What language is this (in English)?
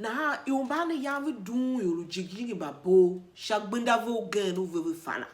Tiv